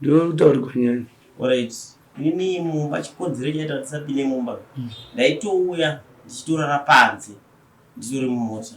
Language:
Shona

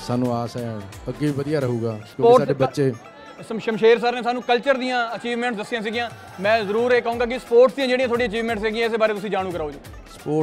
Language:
Punjabi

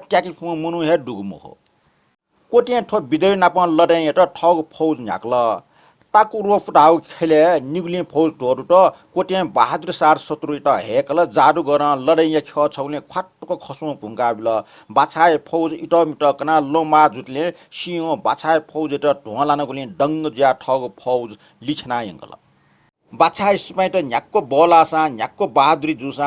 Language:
Newari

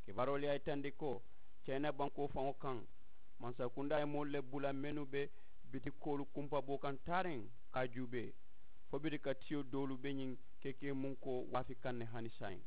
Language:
Mandingo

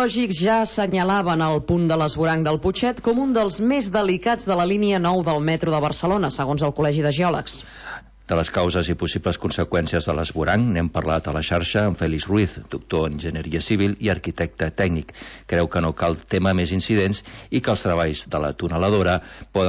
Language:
Catalan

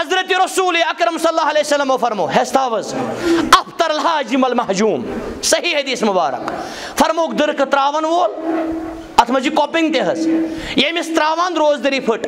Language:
Kashmiri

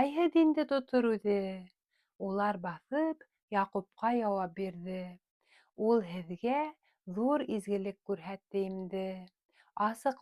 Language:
Bashkir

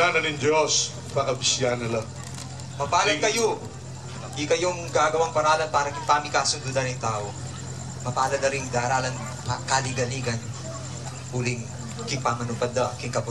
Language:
Pampanga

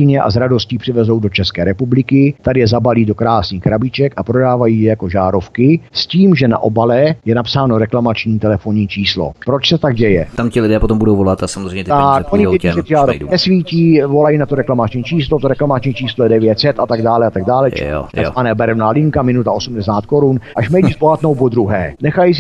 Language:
Czech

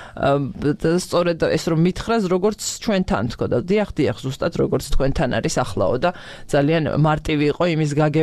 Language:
Georgian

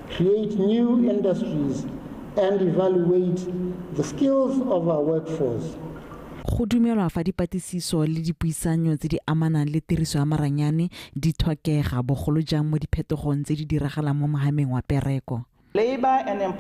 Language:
Tswana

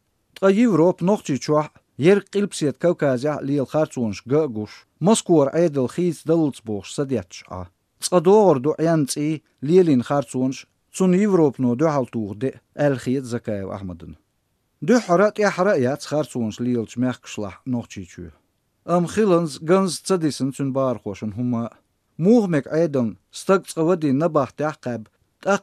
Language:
Chechen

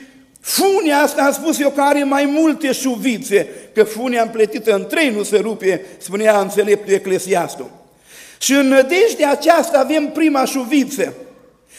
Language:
Romanian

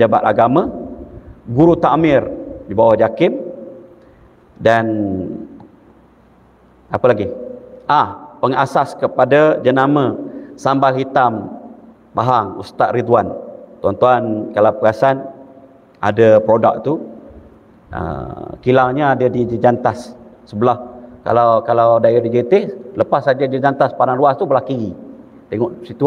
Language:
Malay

